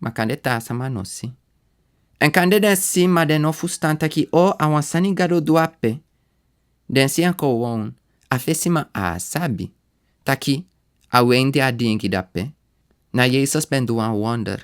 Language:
Sranan Tongo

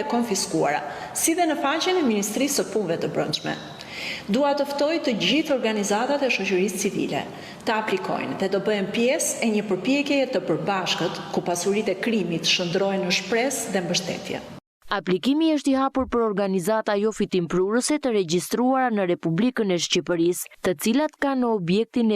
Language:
Albanian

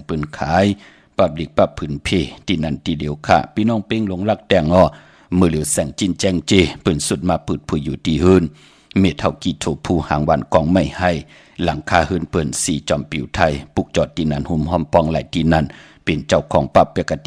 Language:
Shan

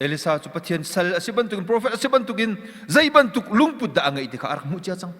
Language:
Hakha Chin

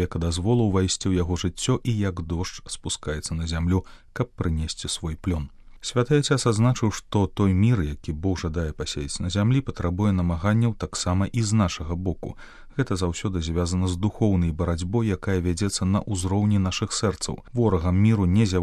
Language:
Belarusian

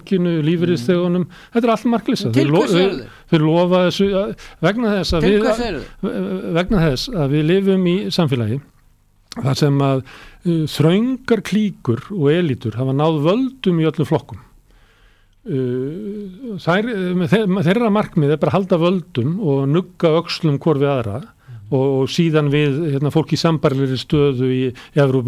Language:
Icelandic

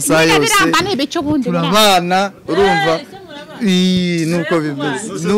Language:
Kinyarwanda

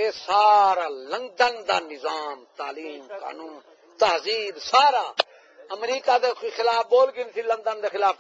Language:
Saraiki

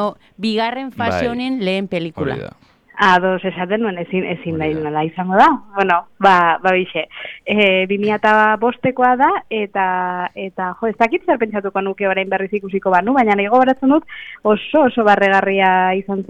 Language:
Basque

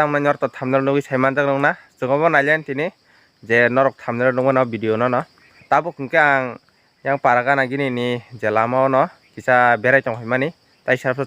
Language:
Kok Borok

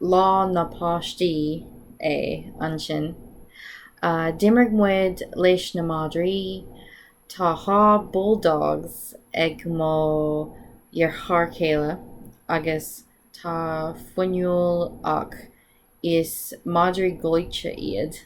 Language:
Irish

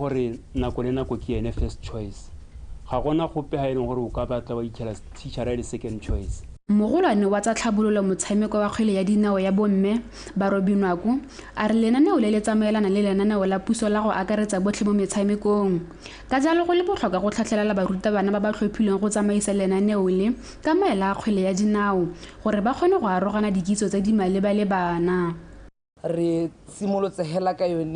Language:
Tswana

